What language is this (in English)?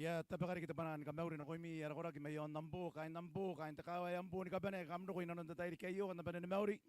Gilbertese